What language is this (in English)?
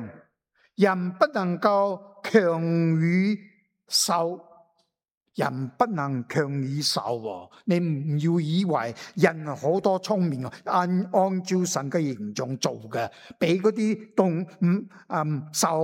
Cantonese